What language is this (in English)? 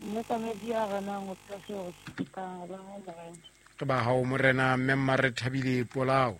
Southern Sotho